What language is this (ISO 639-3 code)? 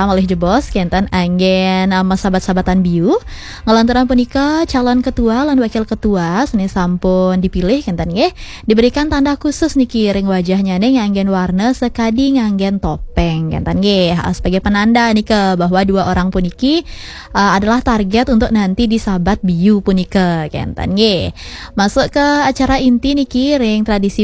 ban